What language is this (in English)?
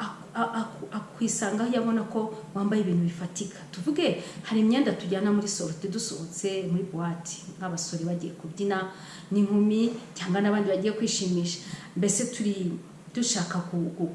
Kinyarwanda